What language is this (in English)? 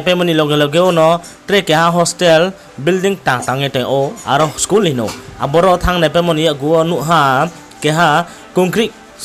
Riang (India)